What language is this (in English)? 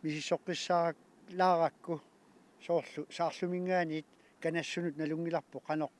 Kalaallisut